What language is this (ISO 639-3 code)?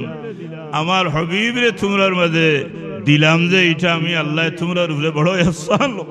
syl